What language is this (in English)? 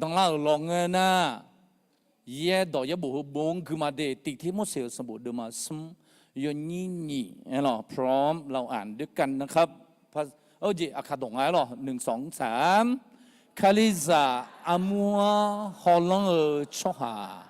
Akha